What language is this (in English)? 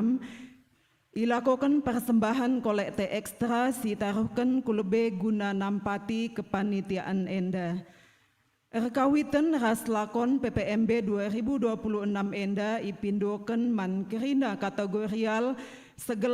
Batak Karo